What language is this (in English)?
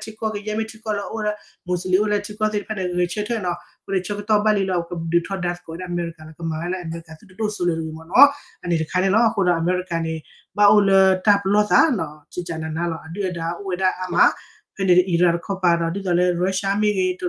S'gaw Karen